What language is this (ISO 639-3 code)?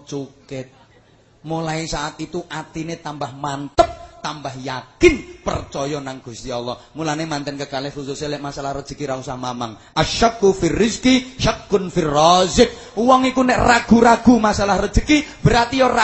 jav